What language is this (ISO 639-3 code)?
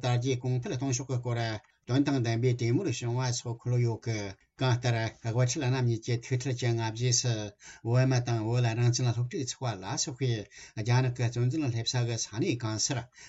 bod